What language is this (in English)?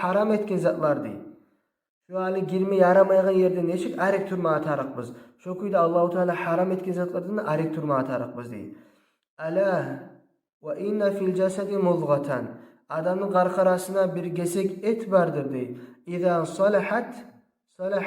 Kumyk